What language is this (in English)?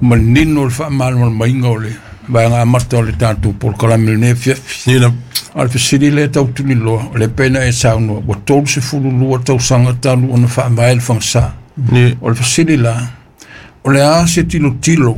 Samoan